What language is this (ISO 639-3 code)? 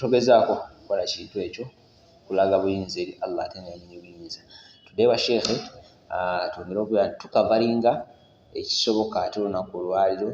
lug